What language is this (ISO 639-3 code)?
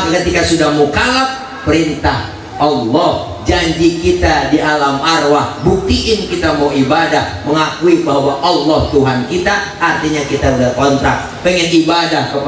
bew